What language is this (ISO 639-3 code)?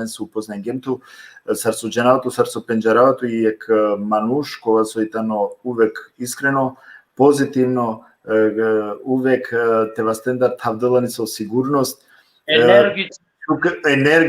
rmn